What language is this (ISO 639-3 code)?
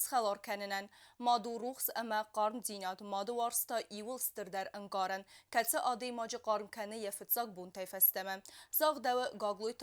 oss